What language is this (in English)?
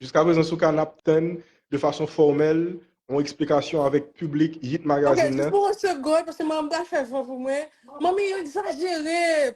Haitian Creole